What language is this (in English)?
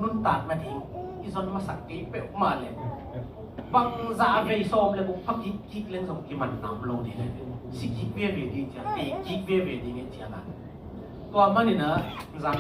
Tedim Chin